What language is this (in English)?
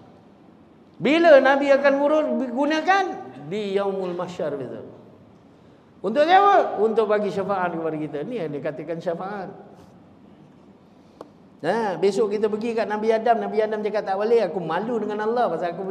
Malay